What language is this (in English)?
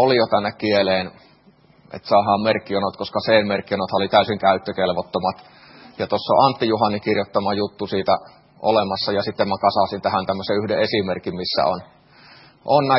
Finnish